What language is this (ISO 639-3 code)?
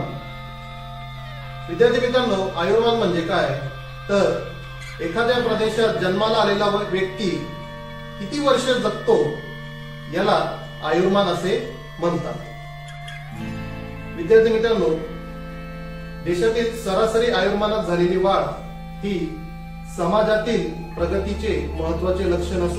mar